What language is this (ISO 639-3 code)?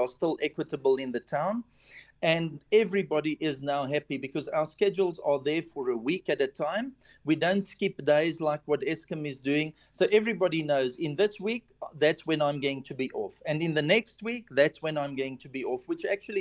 eng